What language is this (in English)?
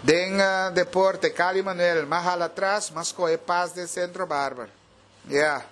Papiamento